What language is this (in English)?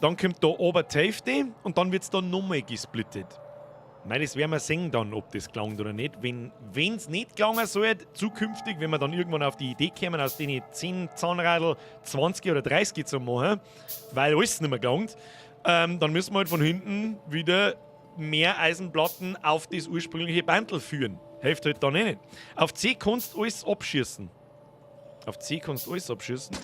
Bavarian